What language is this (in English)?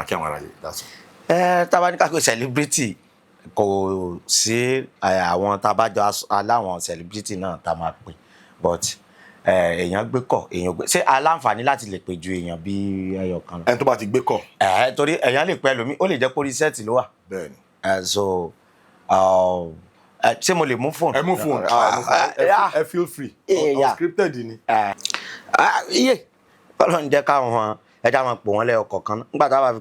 Yoruba